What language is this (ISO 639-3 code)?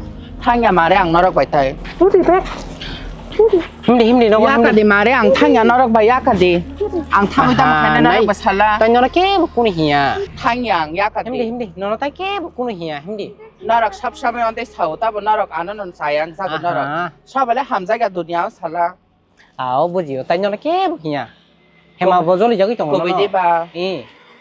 trp